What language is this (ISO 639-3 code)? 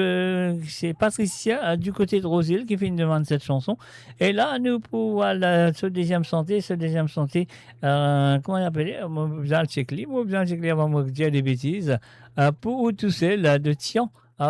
mfe